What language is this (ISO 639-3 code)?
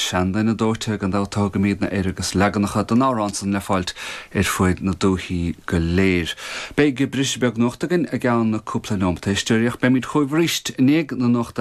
gle